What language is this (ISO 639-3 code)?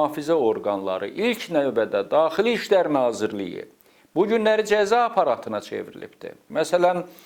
aze